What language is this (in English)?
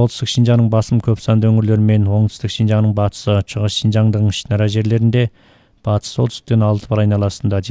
Kazakh